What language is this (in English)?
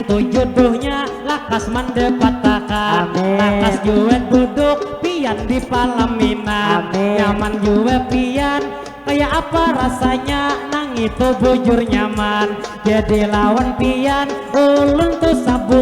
Banjar